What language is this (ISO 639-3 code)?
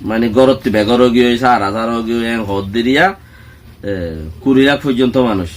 rhg